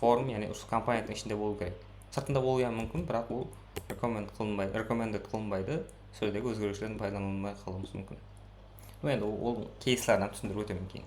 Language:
Kara-Kalpak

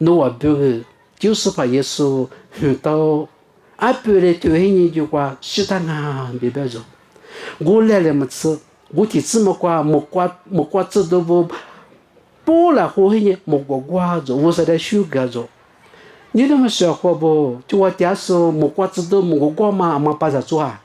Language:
Lisu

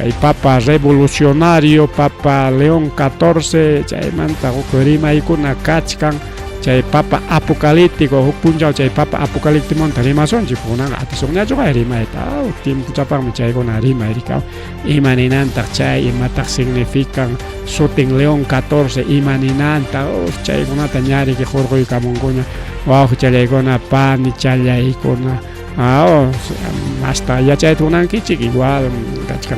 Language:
Ayacucho Quechua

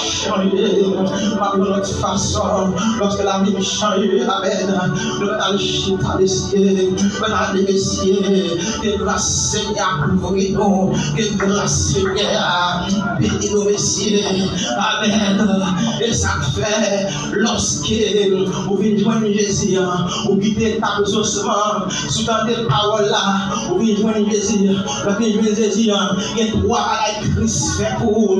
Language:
Haitian Creole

